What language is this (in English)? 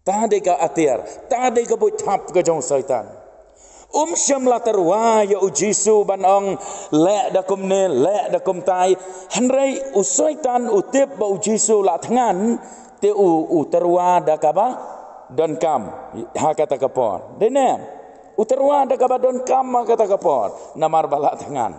Khasi